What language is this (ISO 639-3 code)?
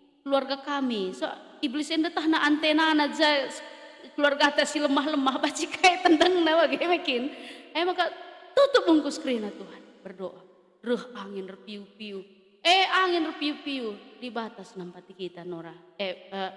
btx